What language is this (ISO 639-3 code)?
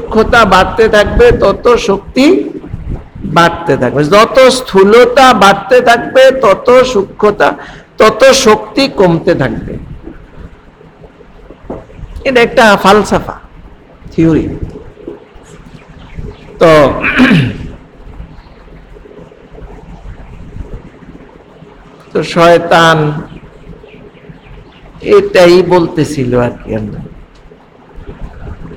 ben